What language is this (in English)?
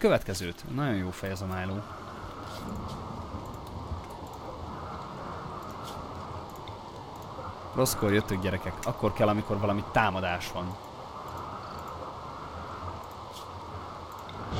Hungarian